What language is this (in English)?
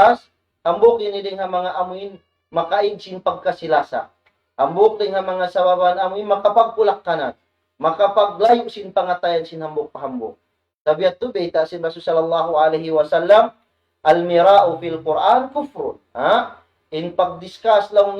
Tausug